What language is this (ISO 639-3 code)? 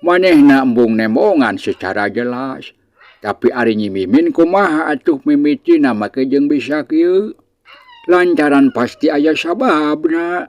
sun